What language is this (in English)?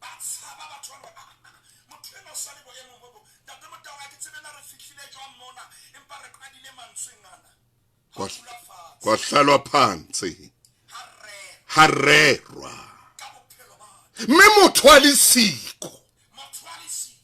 Southern Sotho